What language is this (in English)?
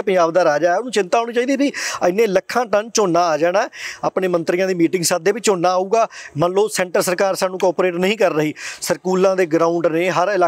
Punjabi